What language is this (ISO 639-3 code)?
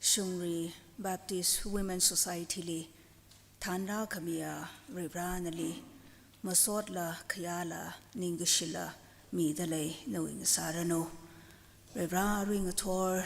nmf